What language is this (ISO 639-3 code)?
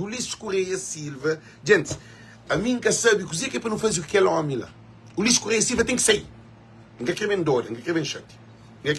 kea